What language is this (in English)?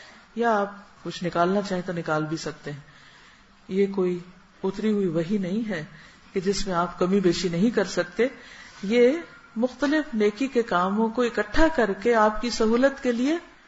Urdu